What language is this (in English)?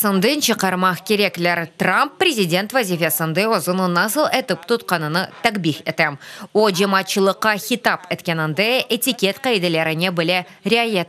Crimean Tatar